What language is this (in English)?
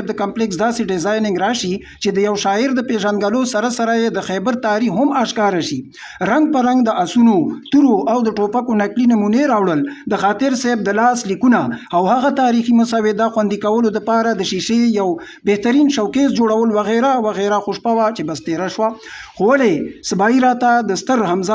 Pashto